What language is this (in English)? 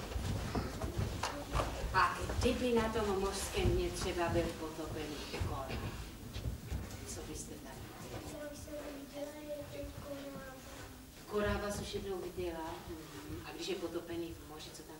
Czech